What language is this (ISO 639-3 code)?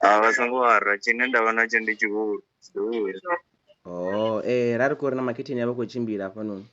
ven